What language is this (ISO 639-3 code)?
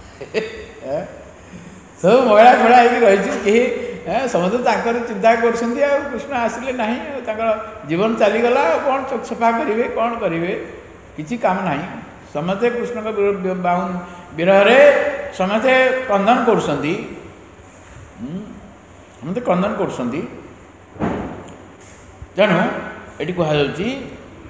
ori